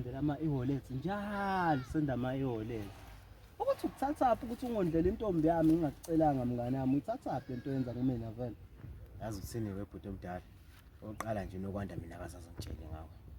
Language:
Zulu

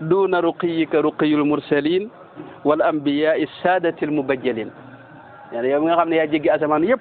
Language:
Wolof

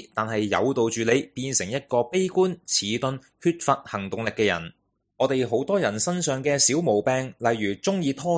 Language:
Cantonese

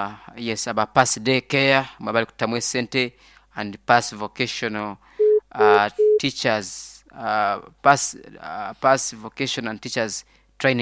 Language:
Nyoro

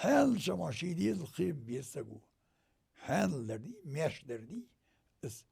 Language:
Ingush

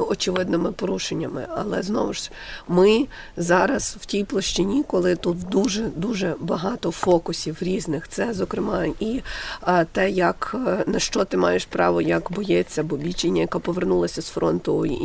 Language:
Ukrainian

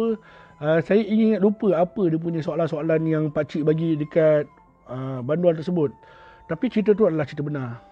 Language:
Malay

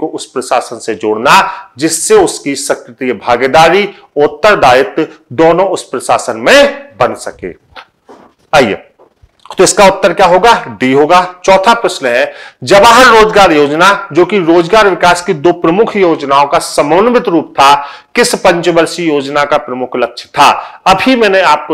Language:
Hindi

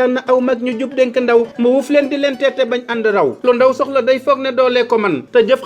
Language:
Wolof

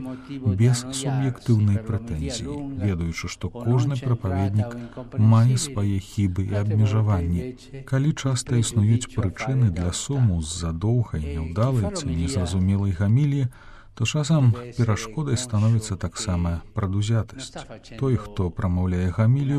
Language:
Belarusian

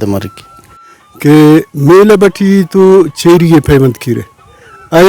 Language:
Brahui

